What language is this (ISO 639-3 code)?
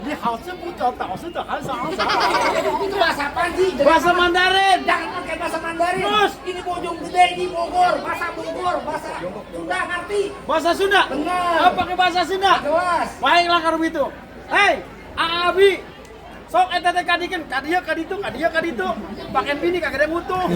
bew